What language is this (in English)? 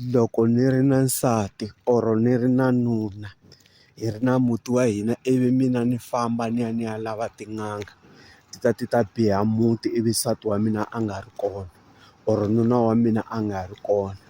Tsonga